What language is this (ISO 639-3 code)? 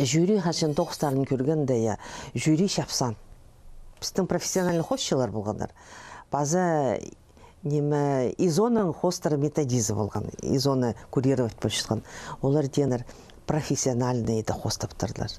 kjh